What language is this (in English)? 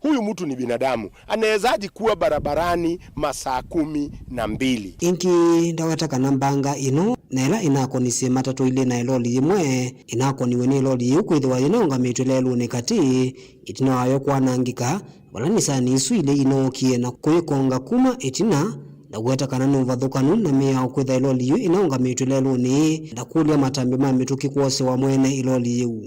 Kamba